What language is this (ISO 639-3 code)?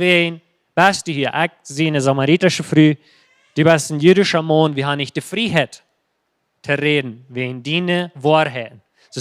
pdt